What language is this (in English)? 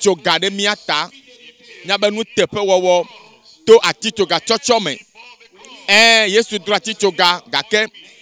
Ewe